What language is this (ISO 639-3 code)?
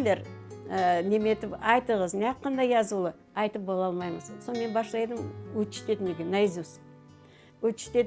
crh